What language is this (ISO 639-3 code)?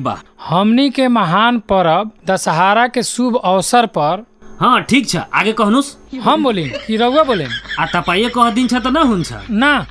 bho